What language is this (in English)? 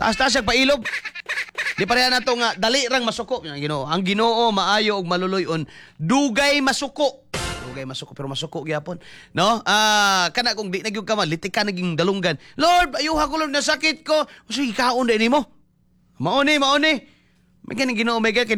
Cebuano